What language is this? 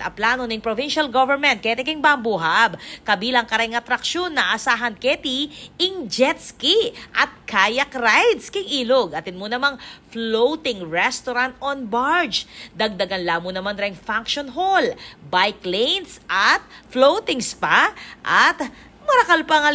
Pampanga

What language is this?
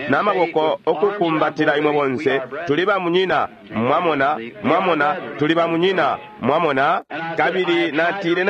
Bemba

